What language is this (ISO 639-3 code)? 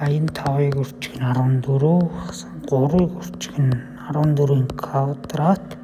mon